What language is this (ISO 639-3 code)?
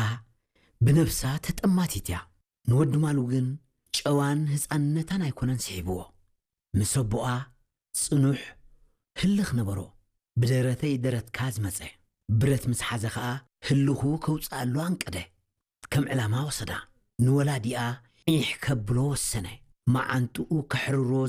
tir